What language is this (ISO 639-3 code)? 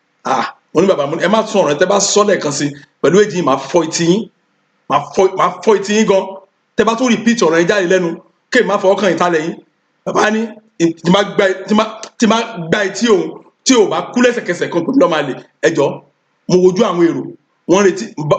yor